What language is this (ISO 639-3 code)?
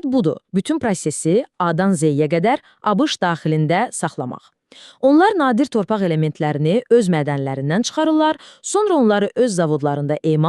aze